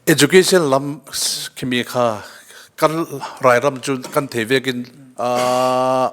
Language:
Hakha Chin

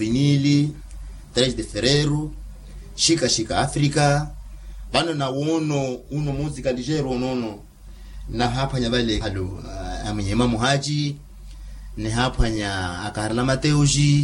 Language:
Makhuwa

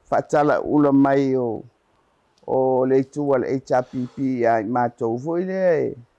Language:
Samoan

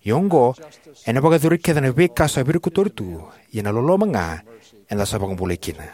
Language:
Fijian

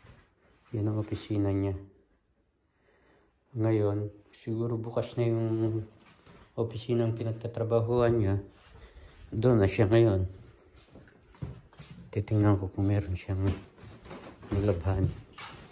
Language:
Filipino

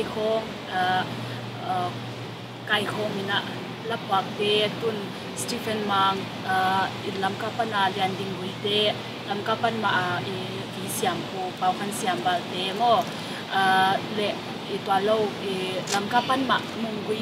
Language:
Tedim Chin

